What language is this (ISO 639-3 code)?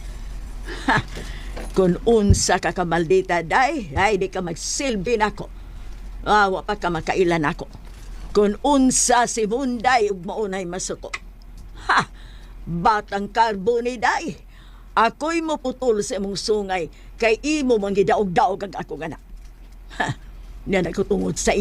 ceb